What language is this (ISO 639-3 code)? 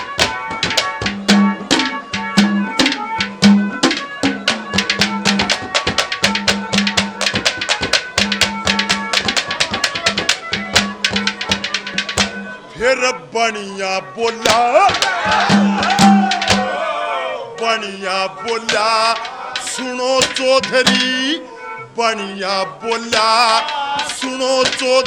bgc